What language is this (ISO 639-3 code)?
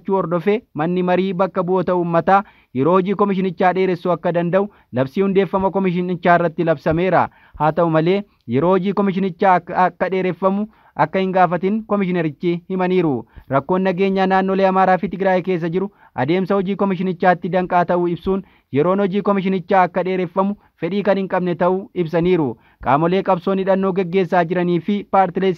orm